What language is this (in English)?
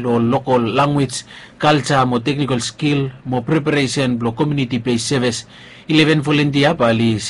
Bislama